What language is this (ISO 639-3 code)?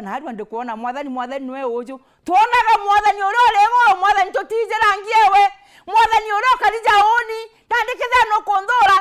mer